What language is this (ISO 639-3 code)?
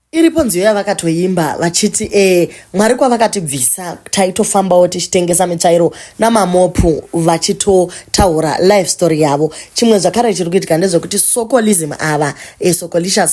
sna